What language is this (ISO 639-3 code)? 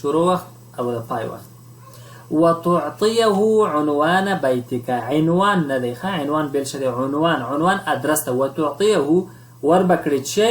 pus